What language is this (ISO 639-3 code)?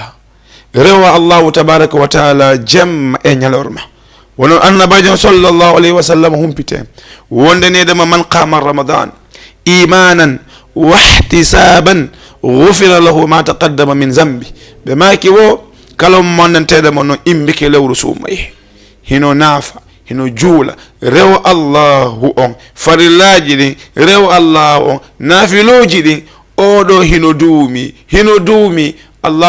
ful